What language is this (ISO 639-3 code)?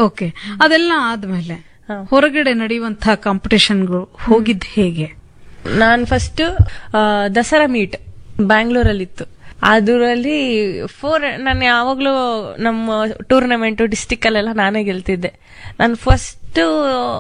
kan